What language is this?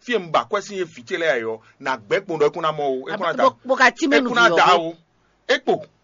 Fon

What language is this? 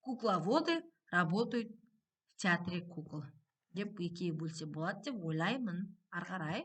Kazakh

